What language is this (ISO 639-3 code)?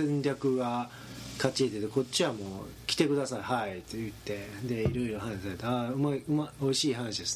jpn